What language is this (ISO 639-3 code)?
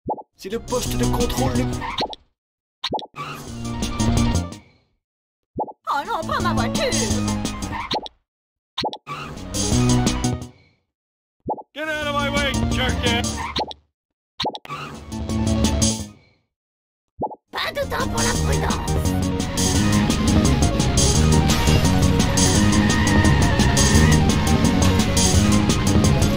fra